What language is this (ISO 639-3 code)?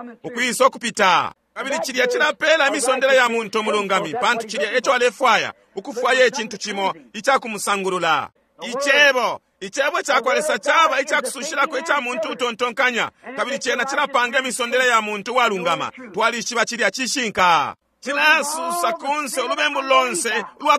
bem